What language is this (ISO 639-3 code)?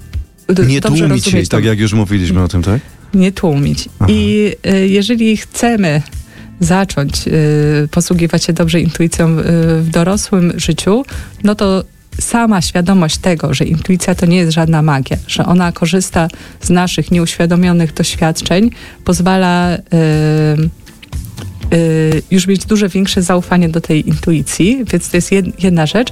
pol